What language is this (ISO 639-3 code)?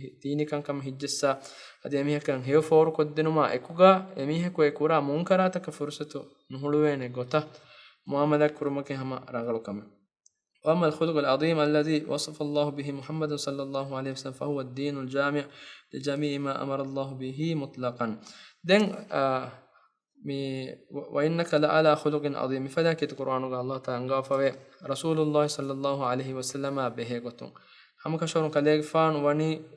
div